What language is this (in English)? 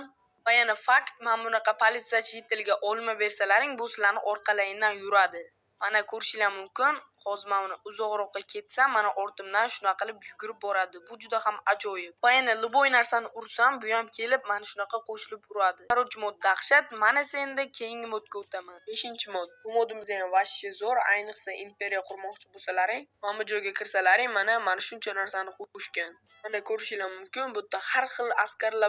Uzbek